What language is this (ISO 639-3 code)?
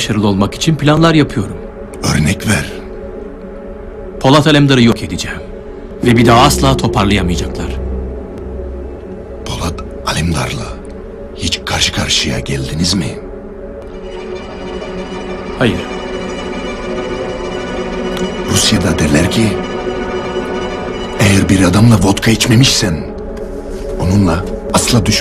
tur